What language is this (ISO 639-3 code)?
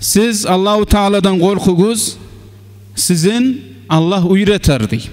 kum